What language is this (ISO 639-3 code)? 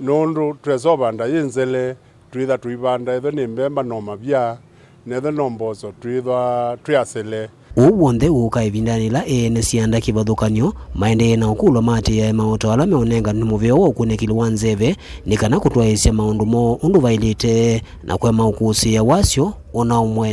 kam